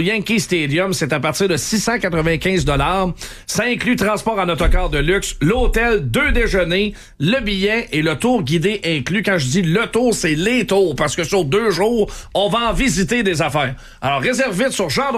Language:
French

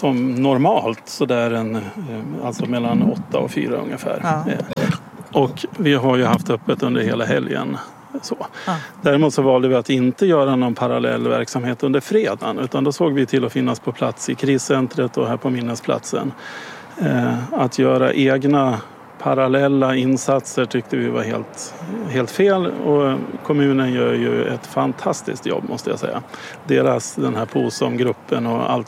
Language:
Swedish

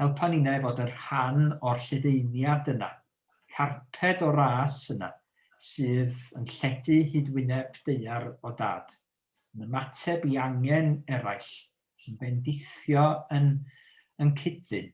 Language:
Welsh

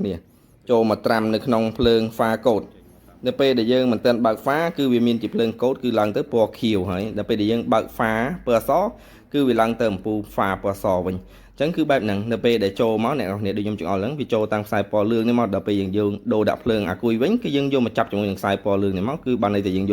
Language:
Khmer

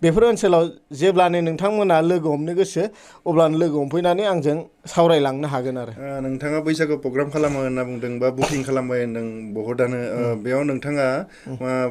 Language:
Bodo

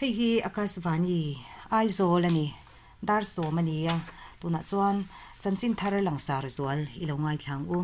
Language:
Mizo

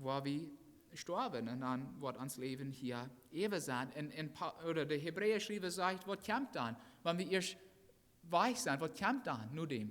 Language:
Plautdietsch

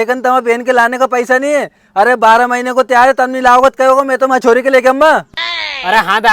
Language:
Rajasthani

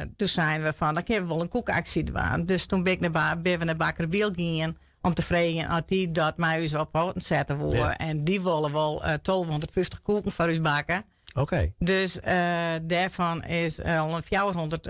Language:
Western Frisian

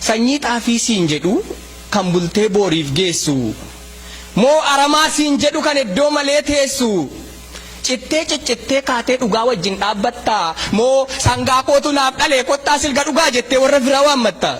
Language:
Oromo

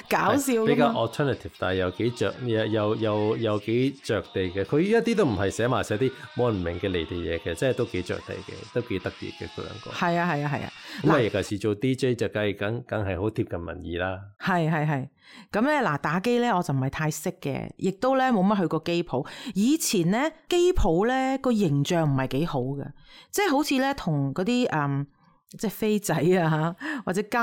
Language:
Cantonese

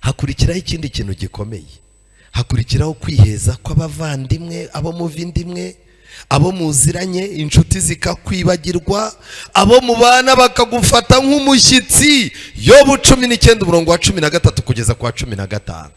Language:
Kinyarwanda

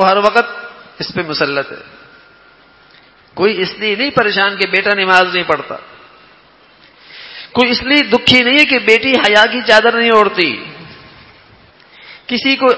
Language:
Urdu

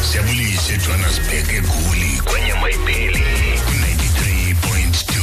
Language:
Xhosa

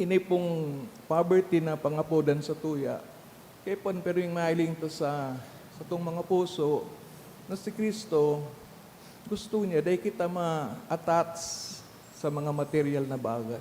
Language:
Bikol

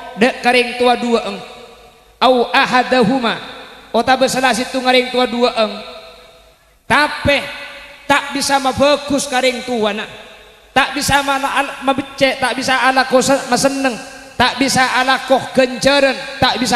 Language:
Madurese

